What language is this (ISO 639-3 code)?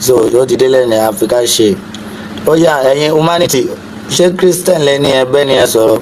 yor